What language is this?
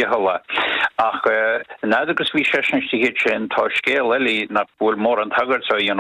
Irish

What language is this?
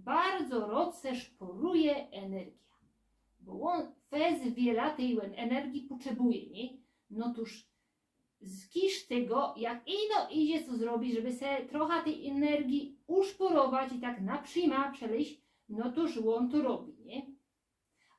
Silesian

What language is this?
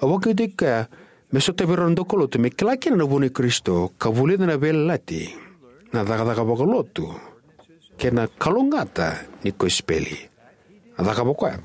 Fijian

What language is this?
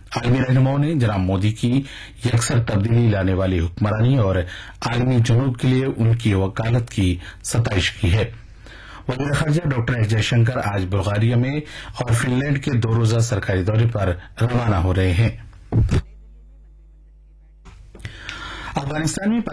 Urdu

